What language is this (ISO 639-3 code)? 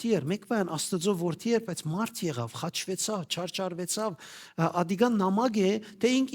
hyw